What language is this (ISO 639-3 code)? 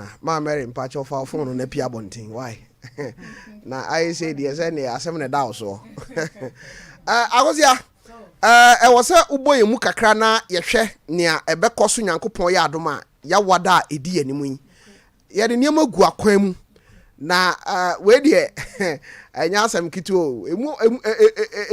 aka